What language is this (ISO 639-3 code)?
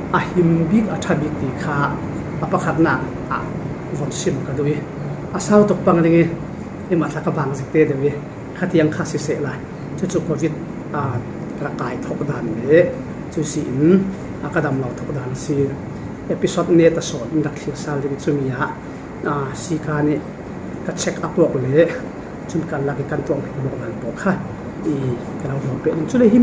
cfm